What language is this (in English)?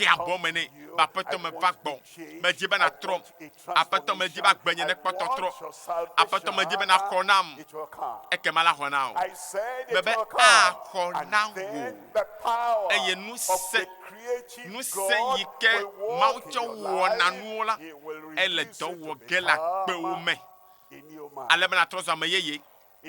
Ewe